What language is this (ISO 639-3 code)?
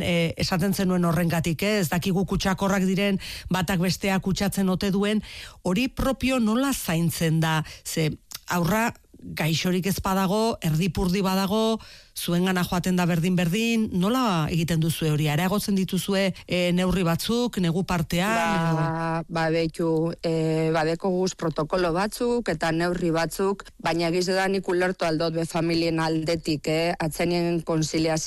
eus